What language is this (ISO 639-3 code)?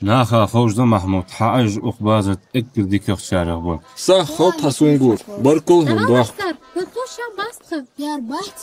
inh